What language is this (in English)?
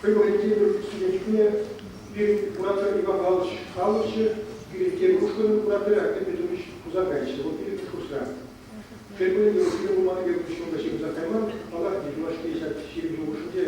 Chuvash